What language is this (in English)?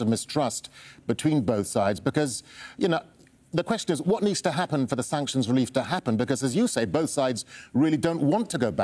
English